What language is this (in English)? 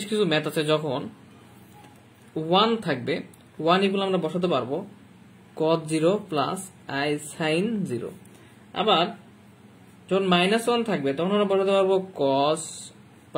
Bangla